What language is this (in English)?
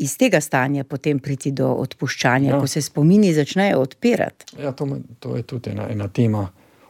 Slovenian